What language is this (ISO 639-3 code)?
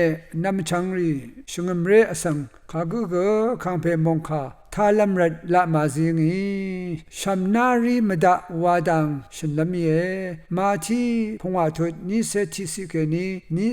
raw